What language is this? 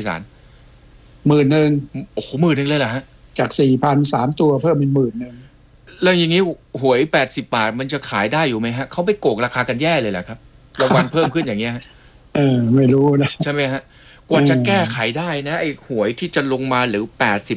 Thai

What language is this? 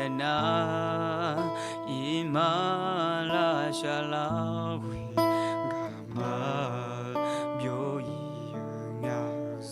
Akha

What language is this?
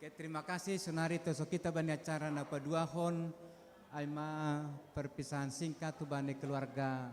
Batak Simalungun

